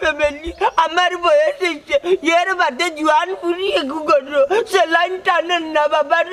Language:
Sylheti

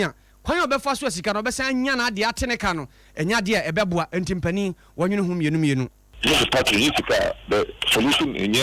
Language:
Akan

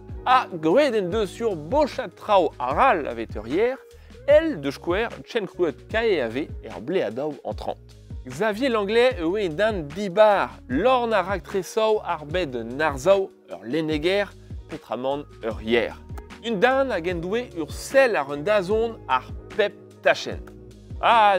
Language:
Breton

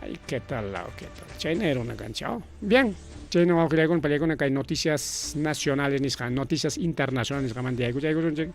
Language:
Ayacucho Quechua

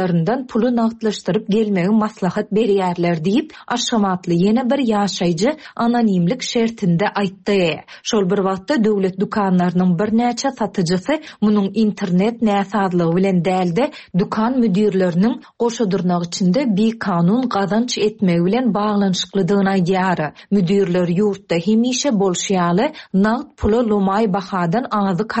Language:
Turkmen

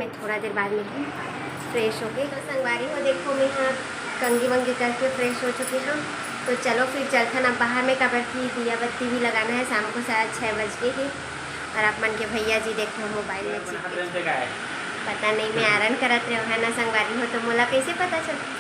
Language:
Chhattisgarhi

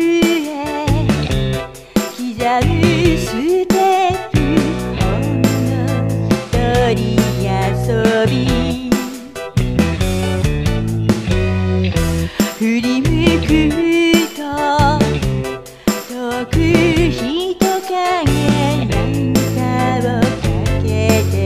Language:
Japanese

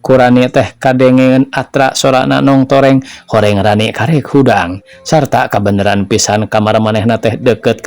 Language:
Sundanese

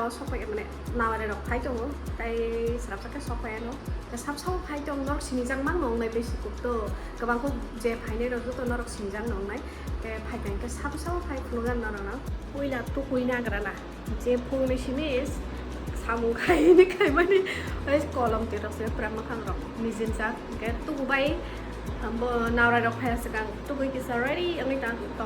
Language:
Kok Borok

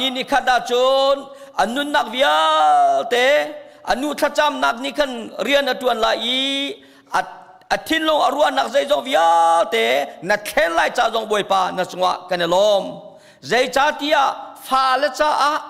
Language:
Hakha Chin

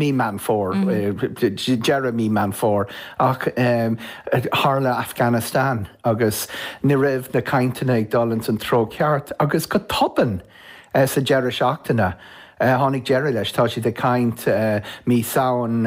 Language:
Irish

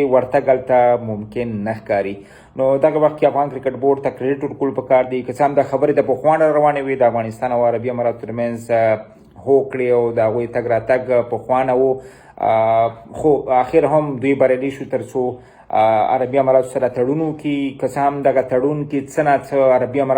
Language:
Pashto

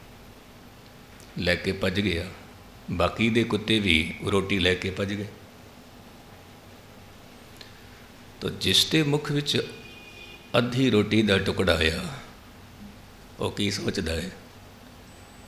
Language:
Punjabi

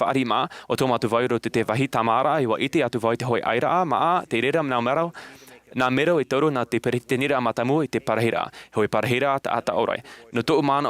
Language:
Tahitian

